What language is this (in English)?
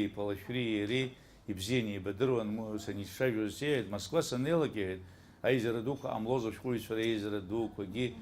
Abkhazian